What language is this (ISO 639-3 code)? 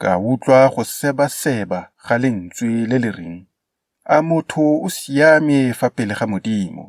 tsn